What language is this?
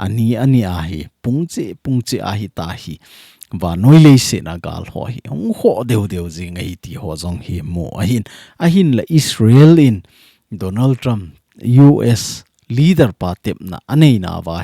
Thado Chin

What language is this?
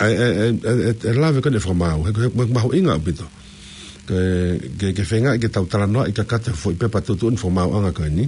Tongan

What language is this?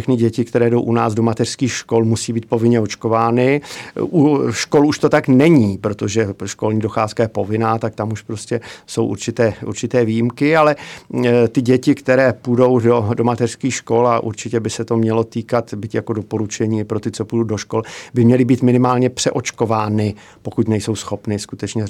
Czech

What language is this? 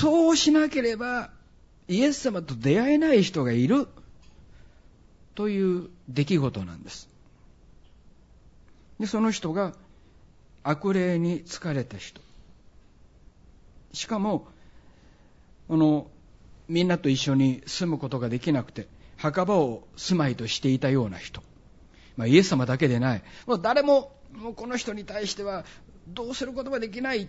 Japanese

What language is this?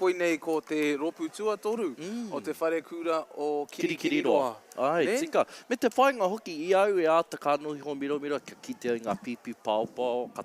Māori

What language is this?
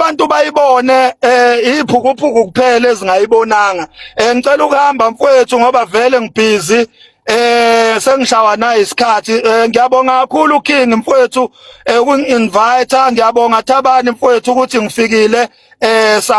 Zulu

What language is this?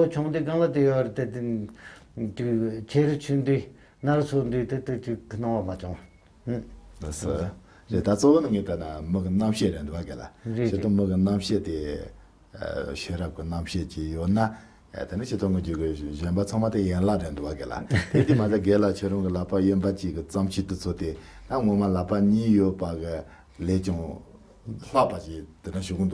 Tibetan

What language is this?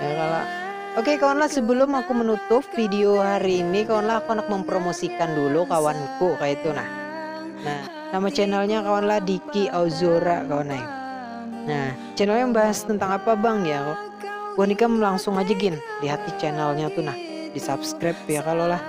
Banjar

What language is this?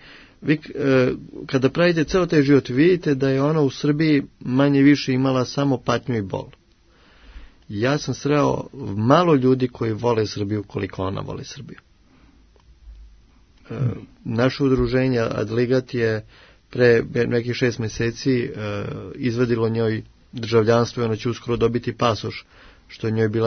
Serbian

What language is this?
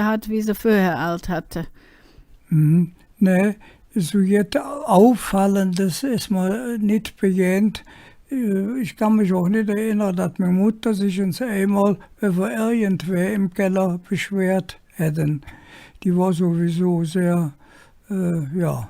Colognian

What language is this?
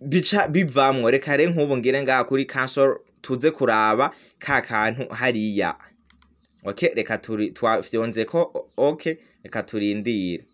Rundi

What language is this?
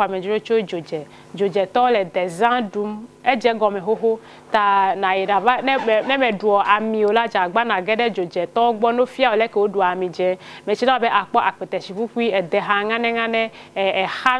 Ewe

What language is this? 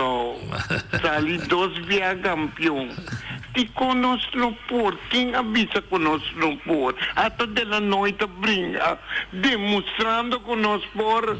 Papiamento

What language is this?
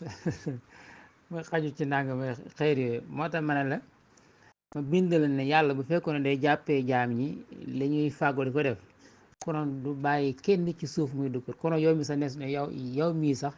Wolof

